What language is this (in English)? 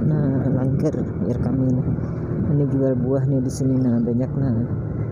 Banjar